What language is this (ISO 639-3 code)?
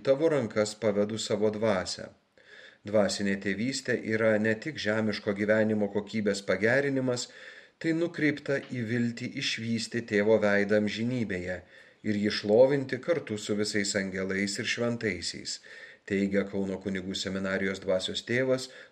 lit